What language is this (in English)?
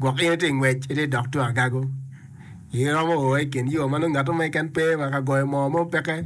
Acoli